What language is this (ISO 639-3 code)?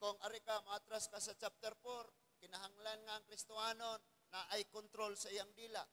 ceb